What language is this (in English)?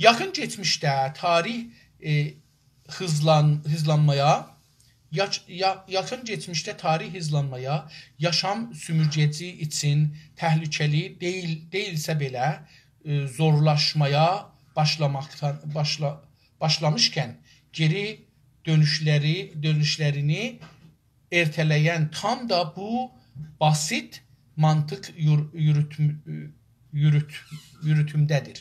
South Azerbaijani